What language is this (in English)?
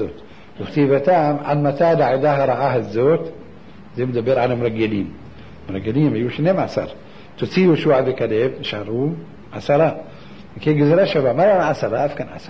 Hebrew